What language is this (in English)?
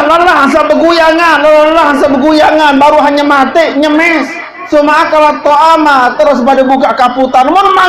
Sasak